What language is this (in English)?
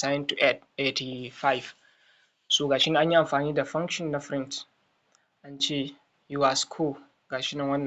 Hausa